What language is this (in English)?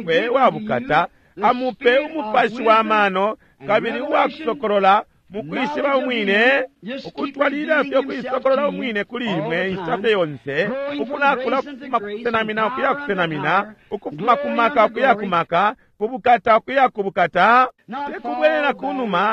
Bemba